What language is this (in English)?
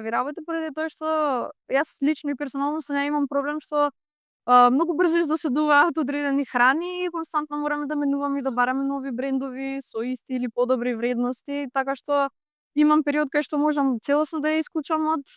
Macedonian